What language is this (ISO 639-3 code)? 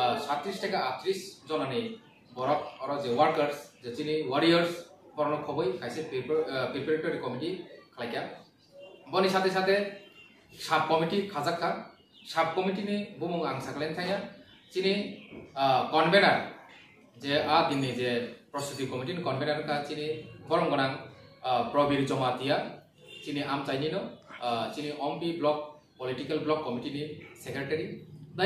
trp